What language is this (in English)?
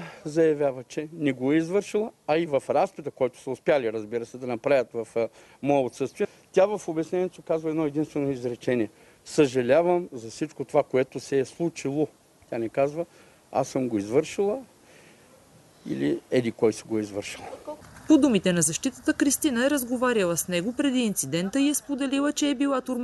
Bulgarian